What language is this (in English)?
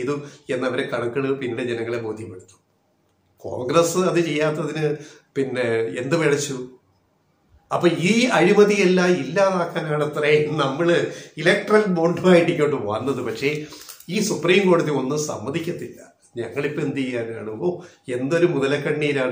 Malayalam